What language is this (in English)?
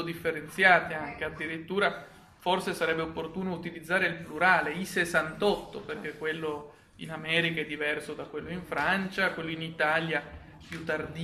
Italian